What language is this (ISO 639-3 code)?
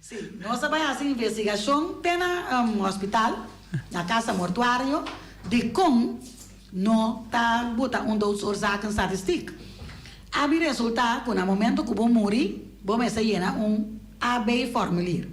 pap